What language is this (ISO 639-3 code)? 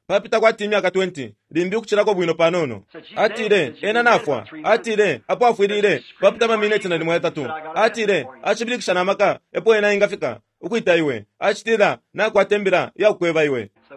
bem